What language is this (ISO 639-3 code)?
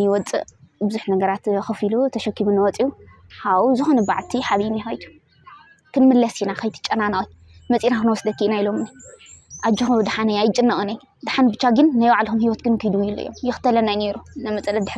tir